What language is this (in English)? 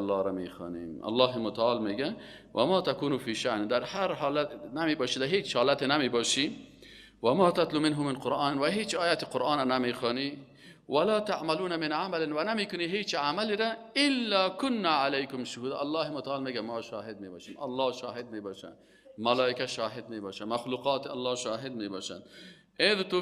Persian